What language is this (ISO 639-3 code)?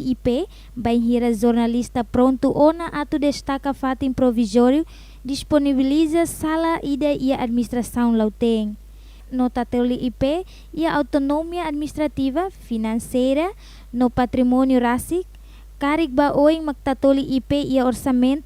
tet